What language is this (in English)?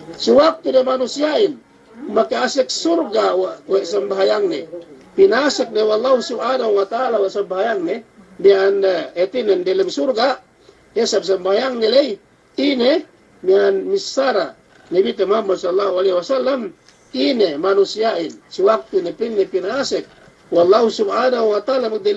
Yakan